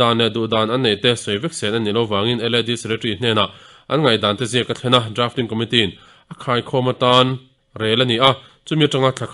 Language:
Mizo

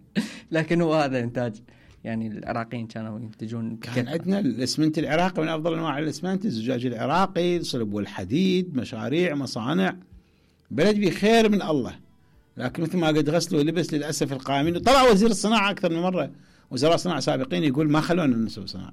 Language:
Mesopotamian Arabic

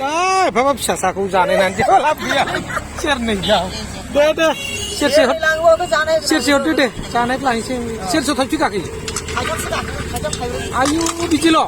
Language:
Bodo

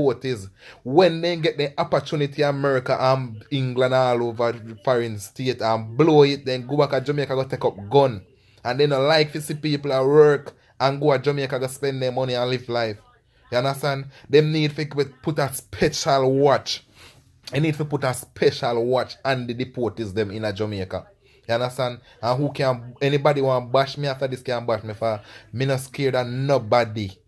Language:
Jamaican Creole English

